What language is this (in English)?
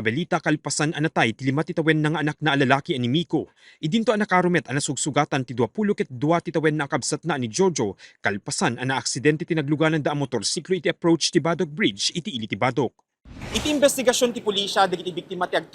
Iloko